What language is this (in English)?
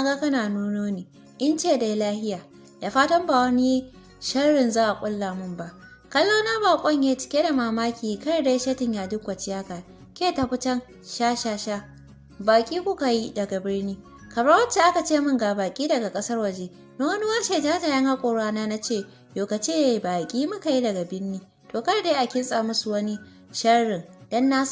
Hausa